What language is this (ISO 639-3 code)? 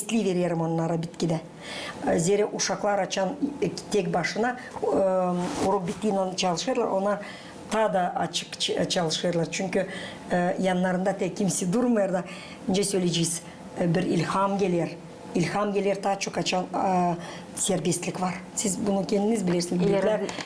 gag